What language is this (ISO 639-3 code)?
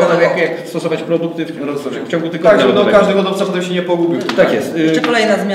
pol